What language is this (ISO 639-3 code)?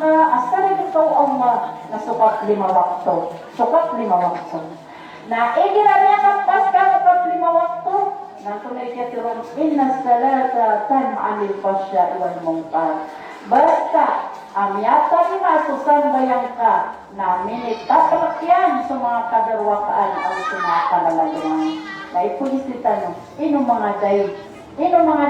mrw